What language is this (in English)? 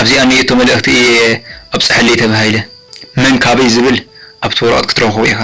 Tigrinya